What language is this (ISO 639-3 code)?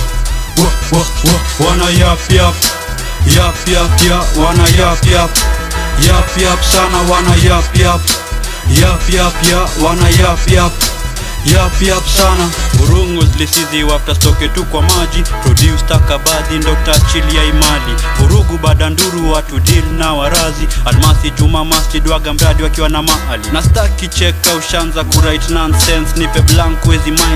swa